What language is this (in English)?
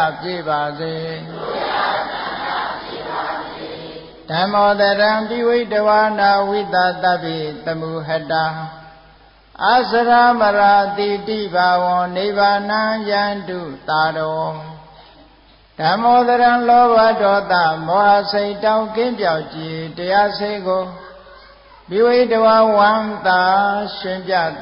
Burmese